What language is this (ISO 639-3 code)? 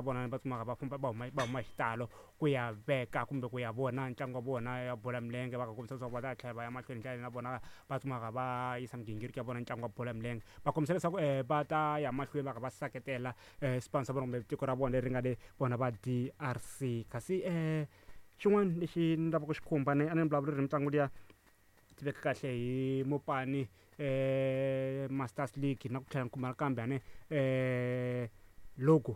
tso